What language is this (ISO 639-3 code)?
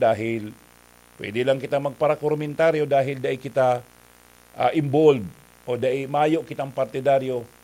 bik